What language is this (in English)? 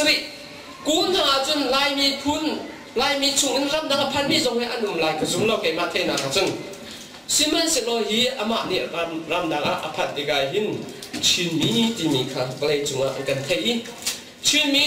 Hakha Chin